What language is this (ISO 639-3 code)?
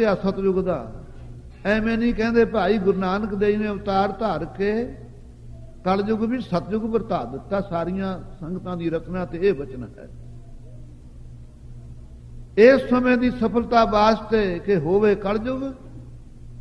pan